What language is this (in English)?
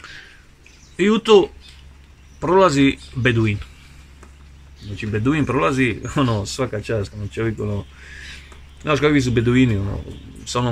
Croatian